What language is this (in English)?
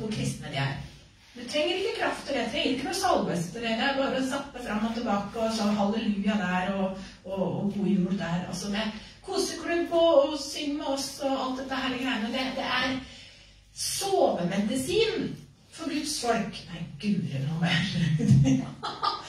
Norwegian